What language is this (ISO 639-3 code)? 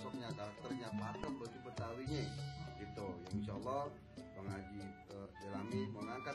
bew